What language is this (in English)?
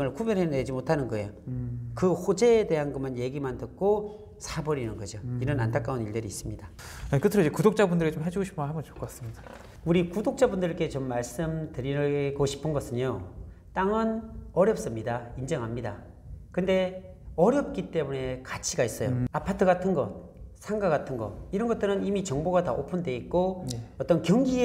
Korean